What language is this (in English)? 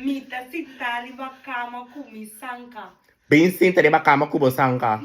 Papiamento